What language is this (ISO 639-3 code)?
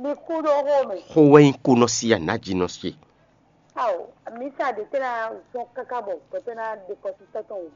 fon